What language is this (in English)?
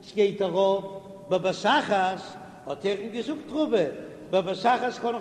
Yiddish